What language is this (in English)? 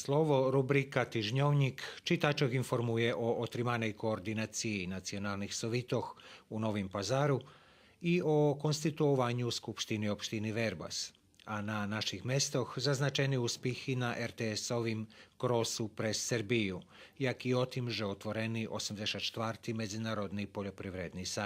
Rusyn